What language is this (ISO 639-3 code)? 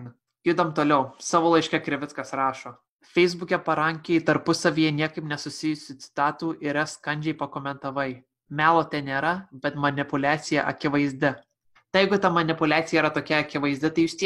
lit